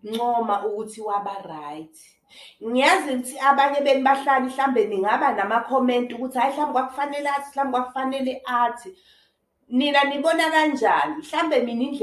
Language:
Zulu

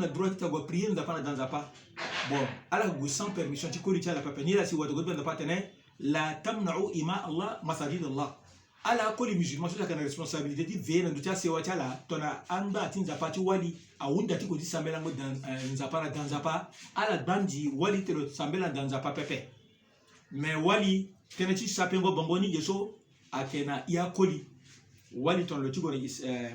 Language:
Sango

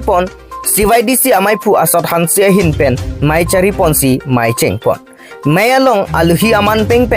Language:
Karbi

